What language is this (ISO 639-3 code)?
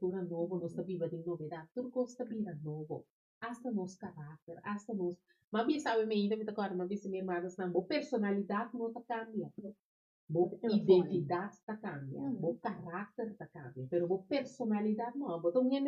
pap